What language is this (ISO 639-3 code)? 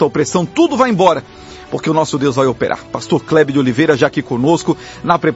por